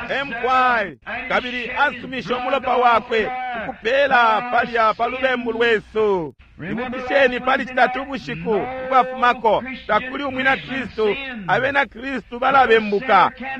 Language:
Bemba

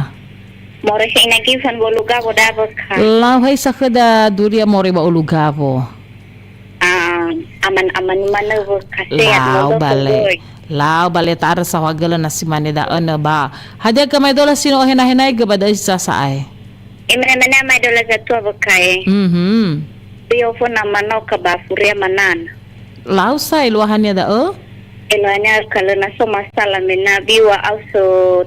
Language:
Nias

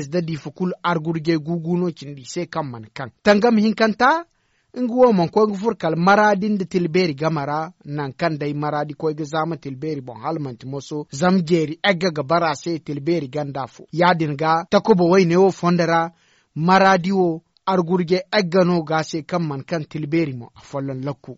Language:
Zarma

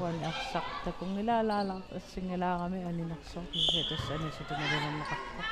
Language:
Kalaallisut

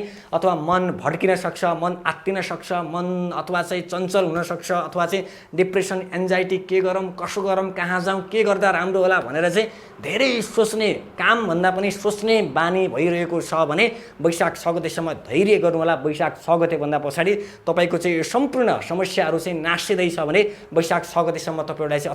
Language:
Nepali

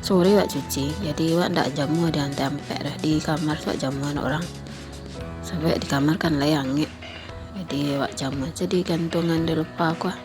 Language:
Minangkabau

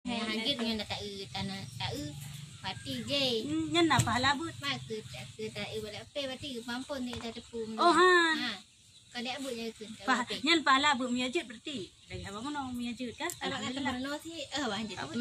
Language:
Achinese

